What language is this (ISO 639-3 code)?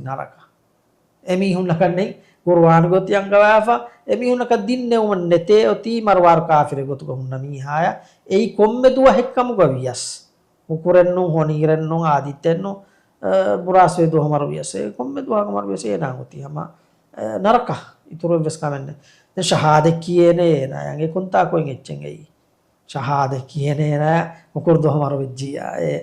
div